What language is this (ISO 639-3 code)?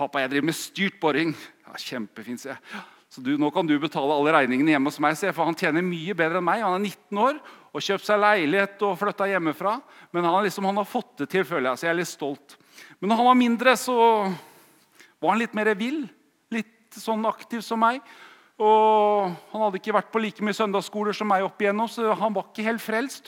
nor